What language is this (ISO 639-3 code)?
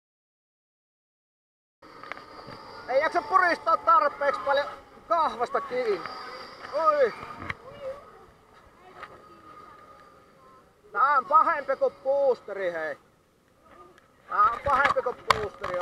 fin